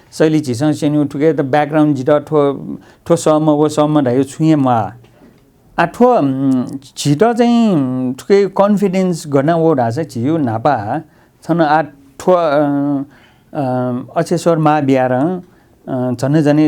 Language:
Newari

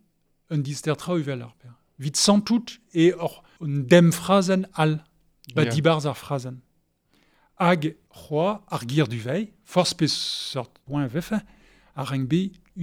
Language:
Breton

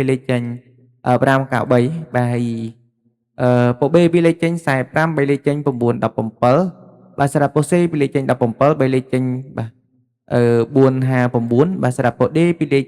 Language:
Khmer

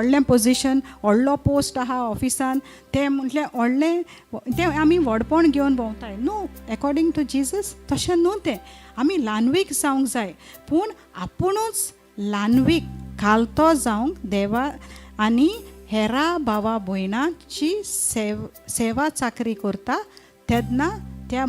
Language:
Konkani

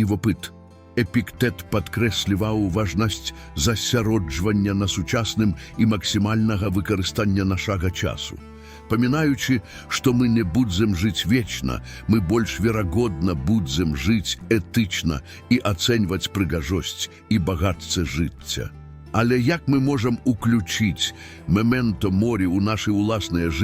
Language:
Belarusian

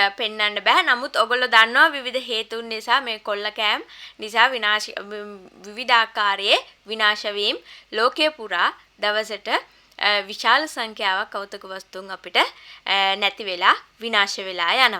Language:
Sinhala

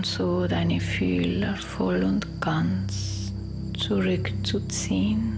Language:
Swiss German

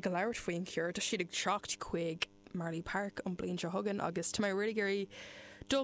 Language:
Irish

